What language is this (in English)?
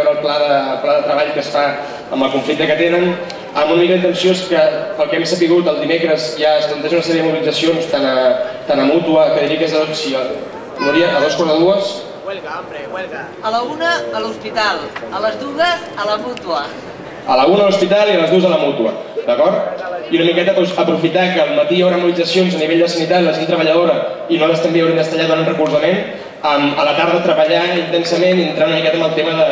Catalan